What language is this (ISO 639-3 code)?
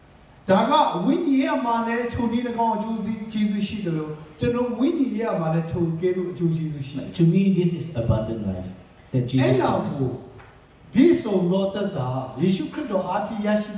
mya